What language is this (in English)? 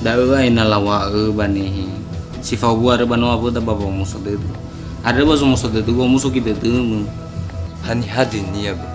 Nias